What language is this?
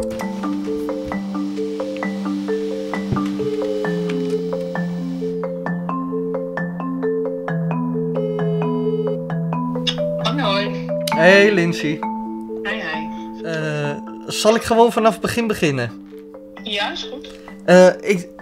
Dutch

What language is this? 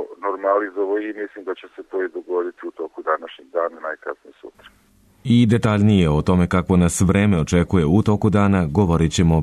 Serbian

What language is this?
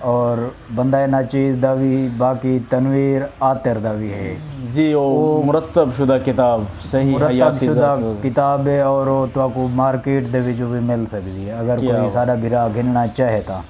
Saraiki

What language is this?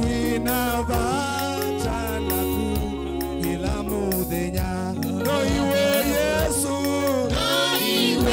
Kamba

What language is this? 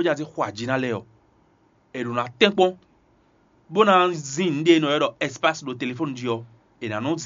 Fon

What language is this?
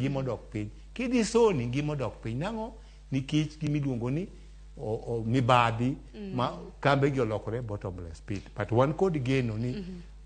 Luo (Kenya and Tanzania)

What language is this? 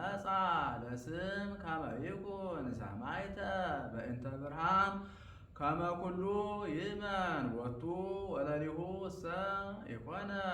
Geez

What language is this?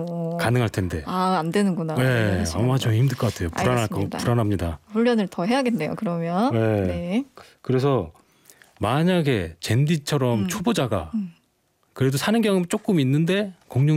Korean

